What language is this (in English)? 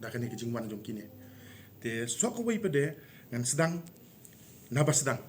Khasi